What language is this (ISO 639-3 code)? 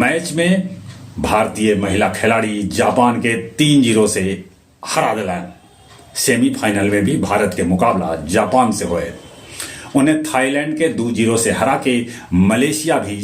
mag